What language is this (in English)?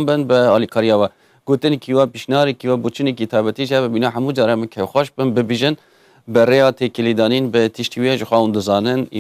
Kurdish